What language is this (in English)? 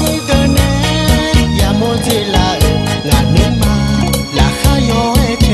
Akha